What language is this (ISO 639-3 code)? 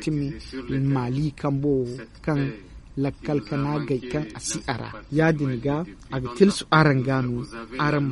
dje